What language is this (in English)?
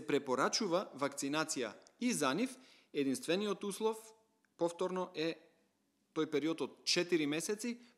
Macedonian